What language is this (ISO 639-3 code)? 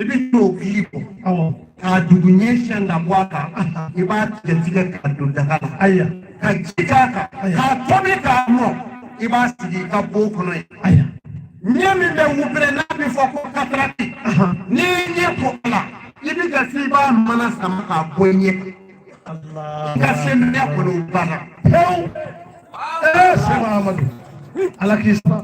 bam